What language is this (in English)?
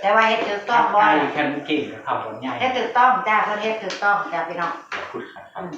Northeastern Thai